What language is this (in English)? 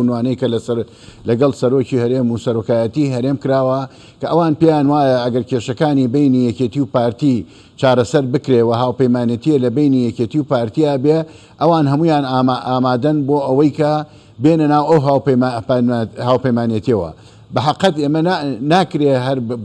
Central Kurdish